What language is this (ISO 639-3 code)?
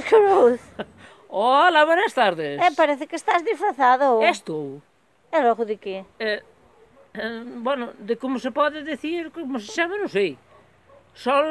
glg